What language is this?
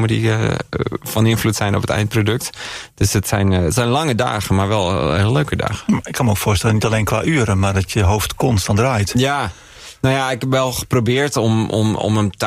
Dutch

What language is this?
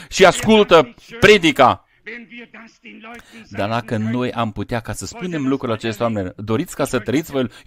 Romanian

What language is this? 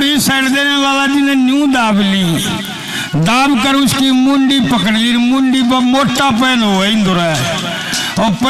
Haryanvi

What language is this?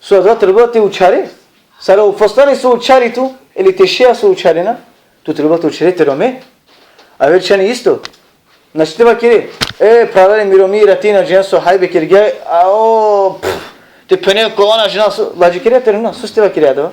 Balkan Romani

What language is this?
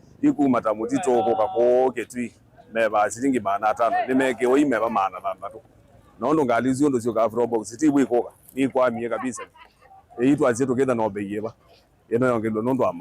Kamba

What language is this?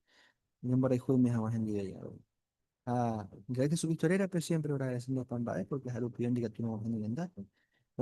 Guarani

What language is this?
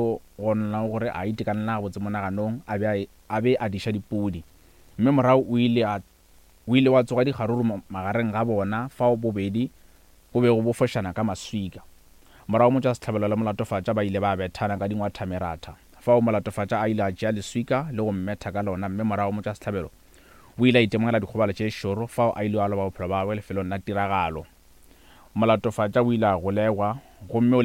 Northern Sotho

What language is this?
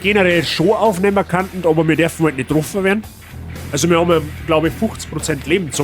Bavarian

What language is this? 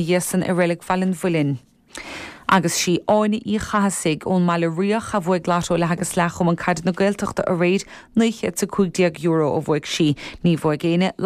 Irish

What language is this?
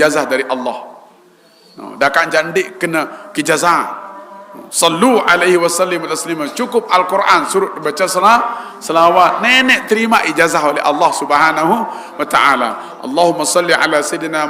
Sasak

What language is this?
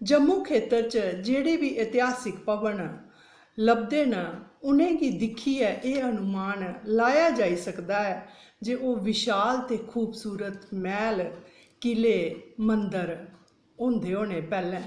Dogri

